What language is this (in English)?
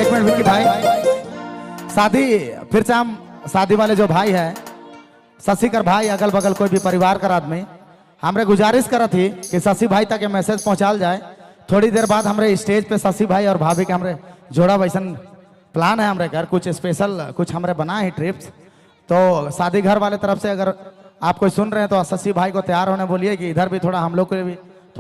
Sadri